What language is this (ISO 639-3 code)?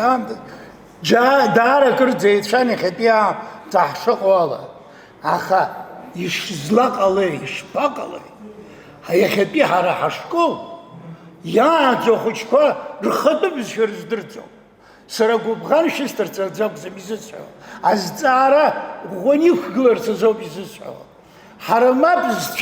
abk